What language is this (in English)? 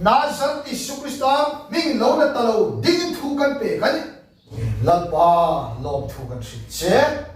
Hmar